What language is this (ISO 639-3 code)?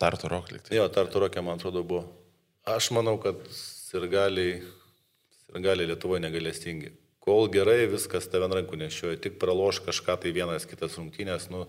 lit